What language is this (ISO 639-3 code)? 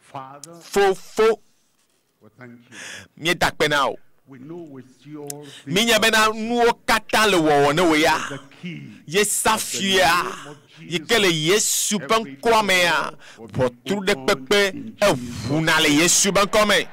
ewe